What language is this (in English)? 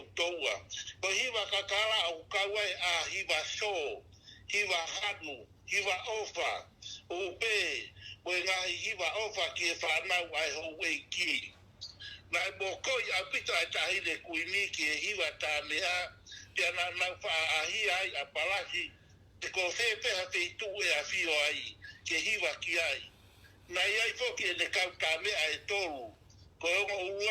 Tongan